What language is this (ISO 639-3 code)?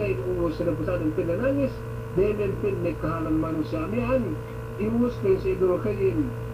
yka